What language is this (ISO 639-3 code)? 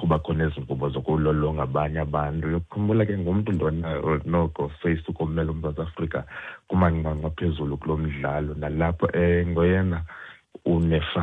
xho